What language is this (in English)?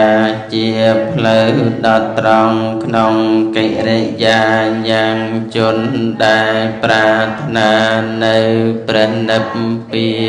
Khmer